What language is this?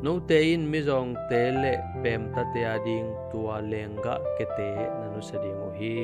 Tedim Chin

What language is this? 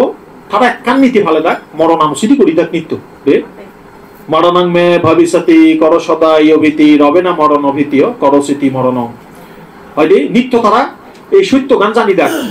Chakma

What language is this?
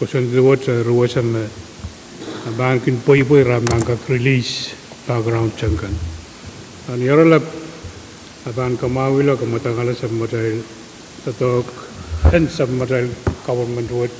Pohnpeian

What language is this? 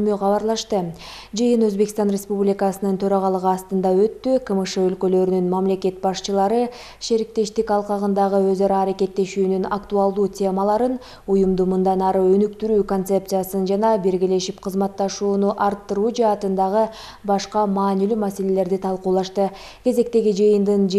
Kyrgyz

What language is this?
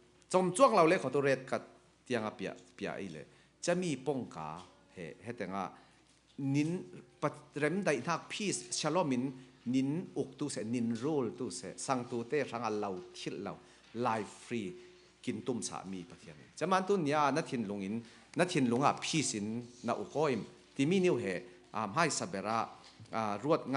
Falam Chin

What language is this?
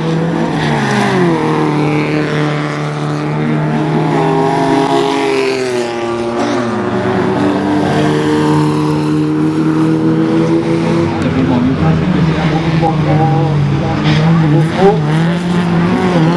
Norwegian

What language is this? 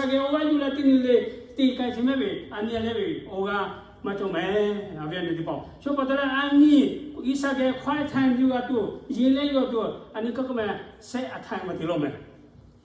Lahu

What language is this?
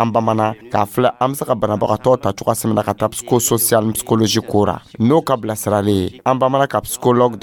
Dyula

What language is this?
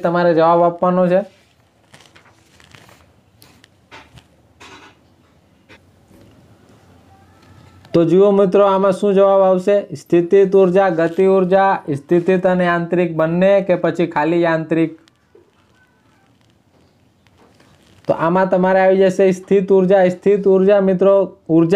Gujarati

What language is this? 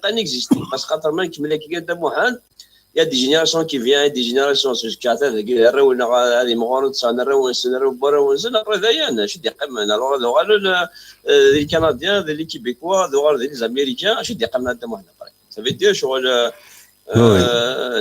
Kabyle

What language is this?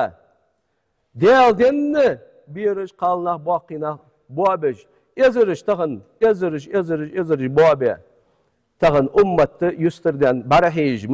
Ingush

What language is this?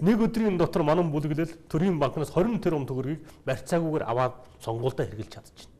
Mongolian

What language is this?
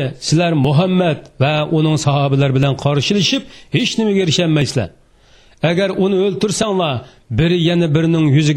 Uyghur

